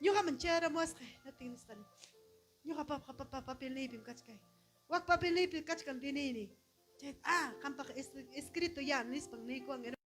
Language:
Ayacucho Quechua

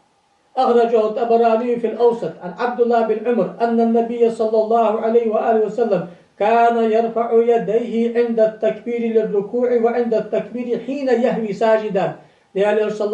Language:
Ingush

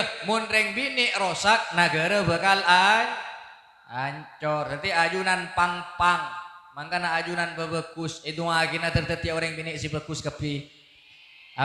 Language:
Madurese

